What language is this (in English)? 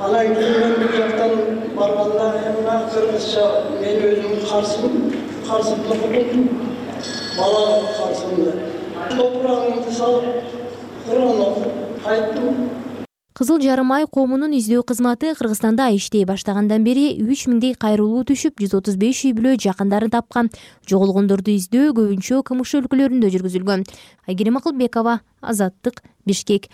Kyrgyz